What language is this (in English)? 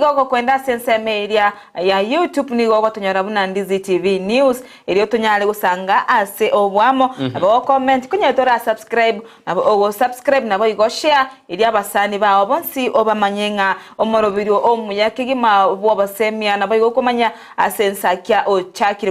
Gusii